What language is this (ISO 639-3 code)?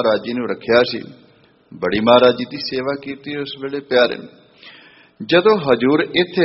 pan